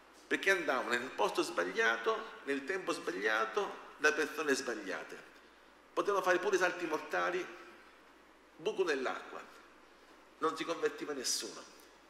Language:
Italian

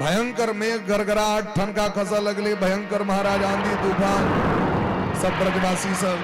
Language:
Maithili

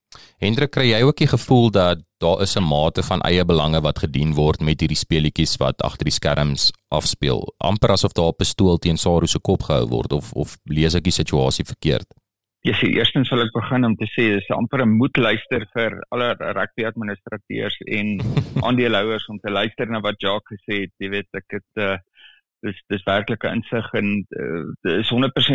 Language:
Afrikaans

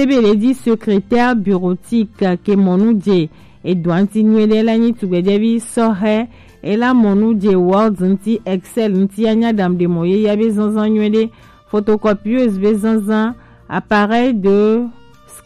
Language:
Gen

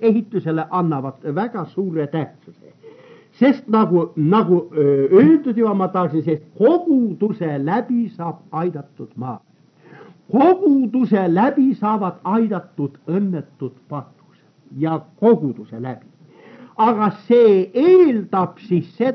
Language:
Estonian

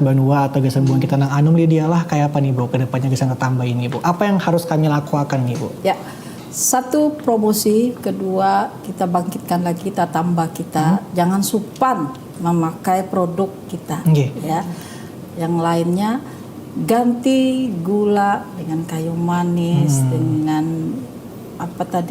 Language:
Banjar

